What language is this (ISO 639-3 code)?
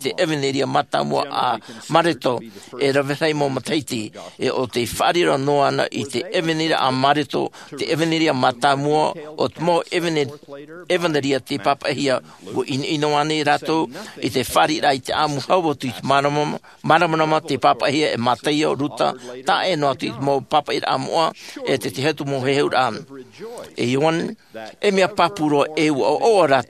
tah